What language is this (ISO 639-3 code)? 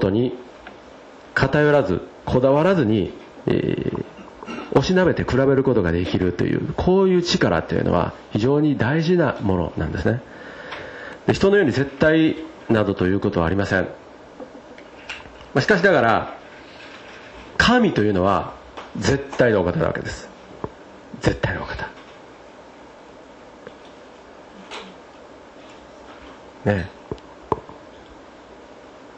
jpn